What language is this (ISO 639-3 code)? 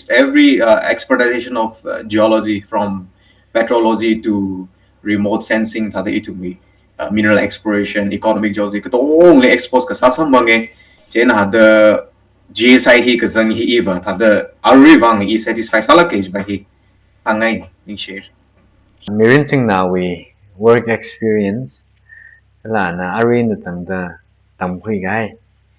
nmf